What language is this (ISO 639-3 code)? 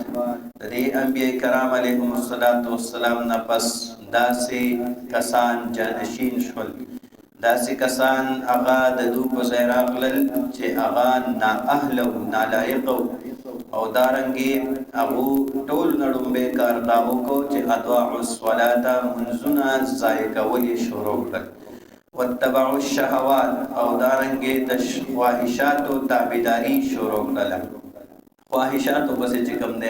pus